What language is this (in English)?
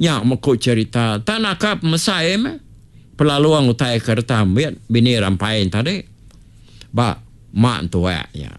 Iban